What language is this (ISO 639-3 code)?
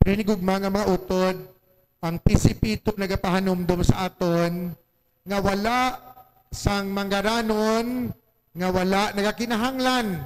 hil